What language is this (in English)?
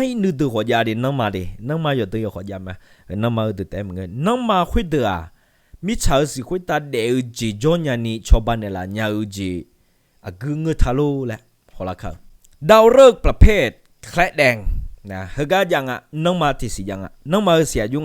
Akha